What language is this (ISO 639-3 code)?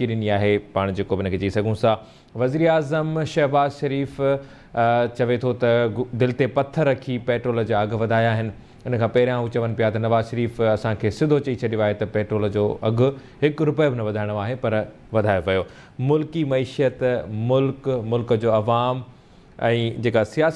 snd